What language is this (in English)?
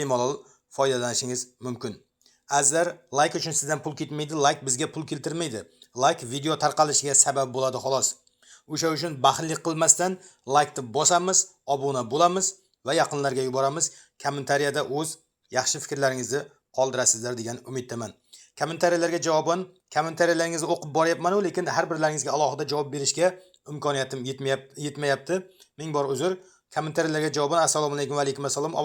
Uzbek